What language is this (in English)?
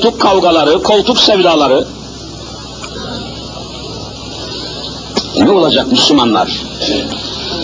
Turkish